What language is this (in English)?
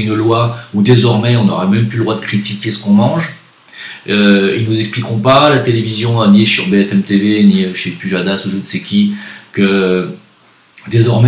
French